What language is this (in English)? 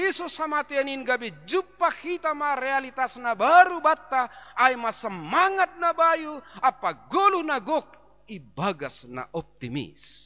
Batak Simalungun